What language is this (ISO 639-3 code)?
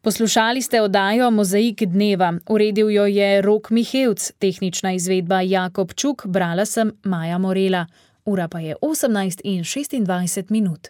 slv